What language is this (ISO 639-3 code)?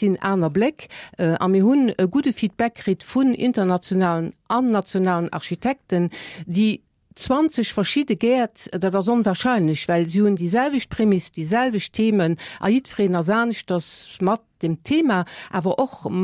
ltz